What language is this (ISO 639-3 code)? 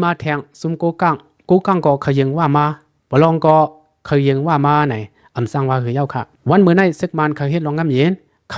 shn